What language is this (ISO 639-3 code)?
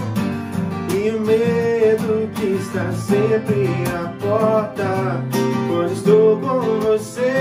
por